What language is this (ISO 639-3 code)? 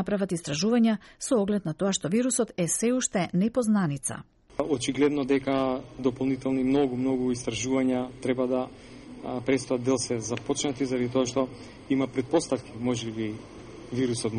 mkd